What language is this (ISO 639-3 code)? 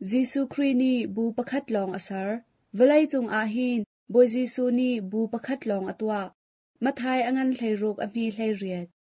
cnh